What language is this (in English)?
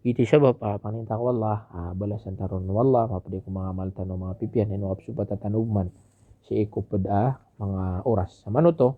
Maranao